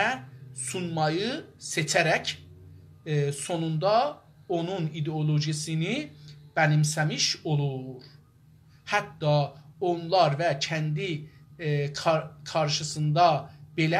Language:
South Azerbaijani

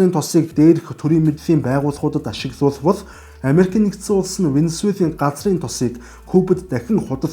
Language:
Mongolian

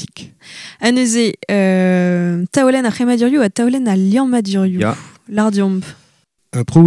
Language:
Breton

